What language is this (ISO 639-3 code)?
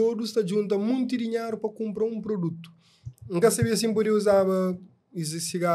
kea